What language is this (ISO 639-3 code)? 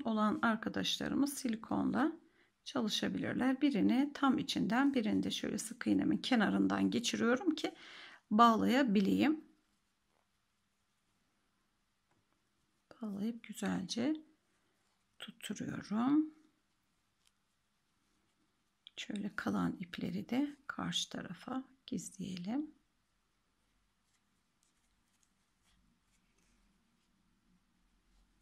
tur